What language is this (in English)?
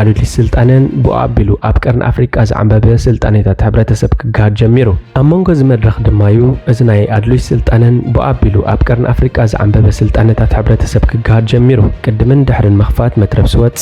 Tigrinya